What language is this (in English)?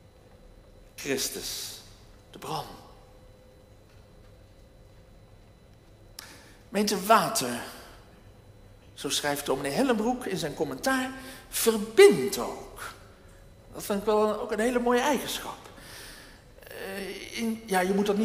Dutch